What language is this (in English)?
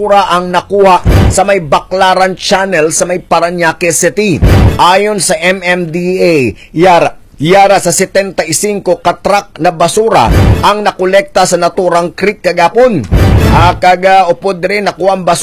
Hiligaynon